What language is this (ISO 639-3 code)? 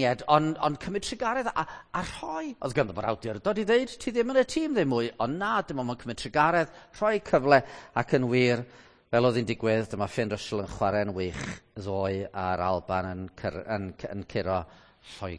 cym